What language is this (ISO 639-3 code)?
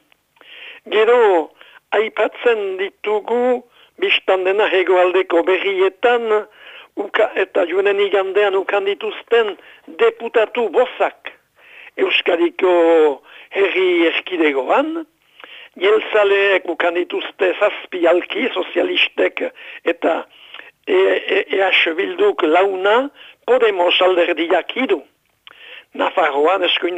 eus